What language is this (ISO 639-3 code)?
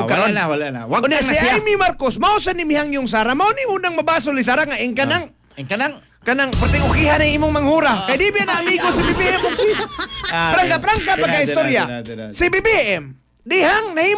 ceb